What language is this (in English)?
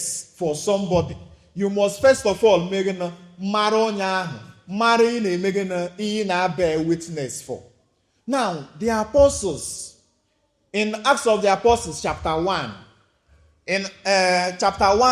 Igbo